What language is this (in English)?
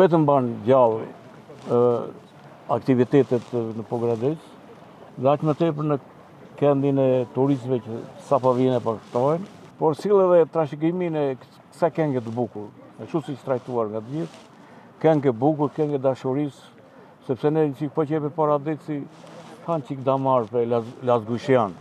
Albanian